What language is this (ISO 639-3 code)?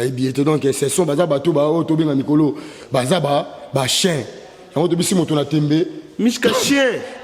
lin